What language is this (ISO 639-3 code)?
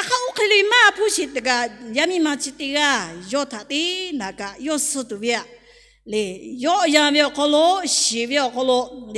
lhu